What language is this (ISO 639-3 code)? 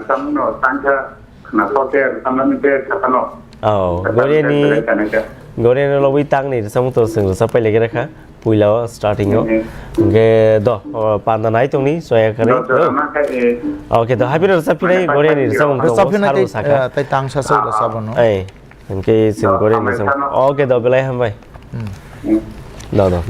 trp